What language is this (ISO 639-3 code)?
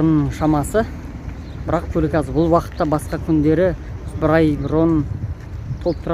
kaz